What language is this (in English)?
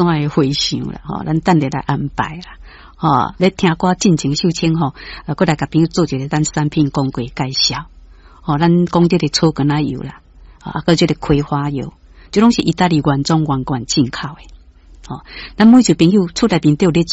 Min Nan Chinese